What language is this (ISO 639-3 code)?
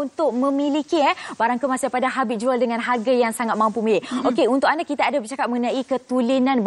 msa